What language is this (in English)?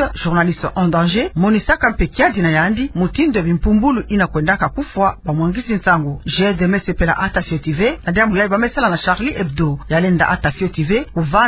Kituba (Democratic Republic of Congo)